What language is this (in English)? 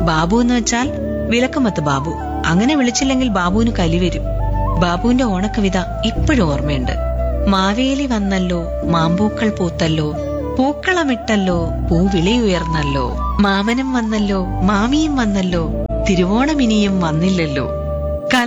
Malayalam